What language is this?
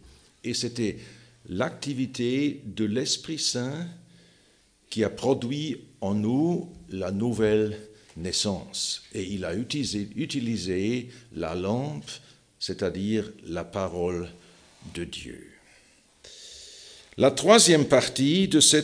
French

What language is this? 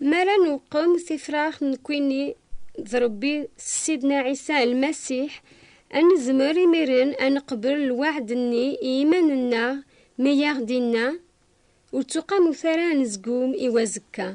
Kabyle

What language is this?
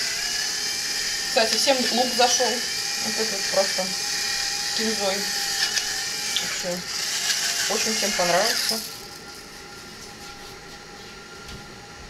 Russian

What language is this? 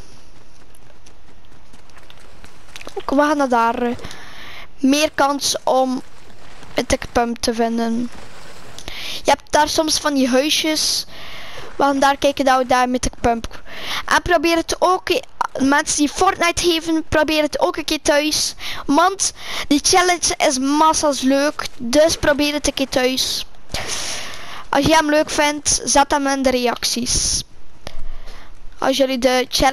Dutch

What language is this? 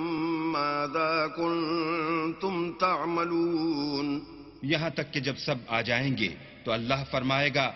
Urdu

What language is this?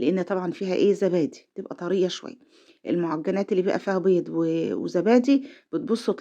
Egyptian Arabic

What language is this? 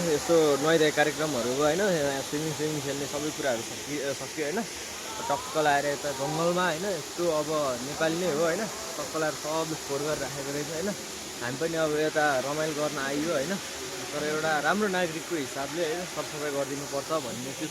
Nepali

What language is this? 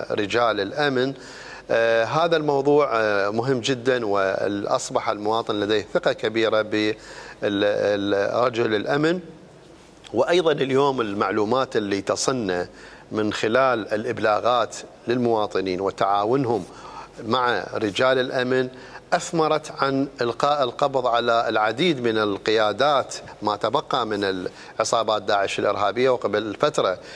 Mesopotamian Arabic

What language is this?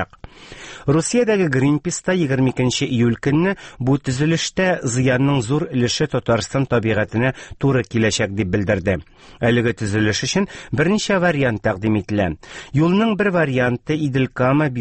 Tatar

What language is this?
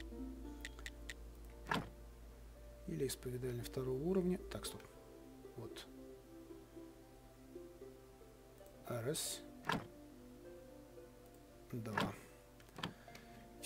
Russian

